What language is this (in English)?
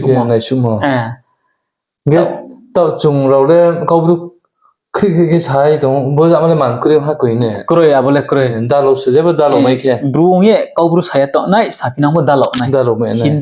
Riang (India)